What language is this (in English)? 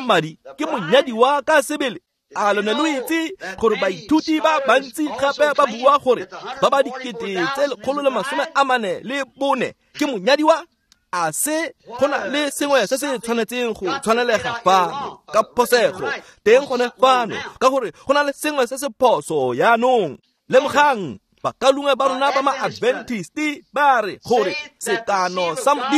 Tswana